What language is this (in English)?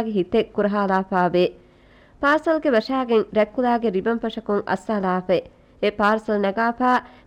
Divehi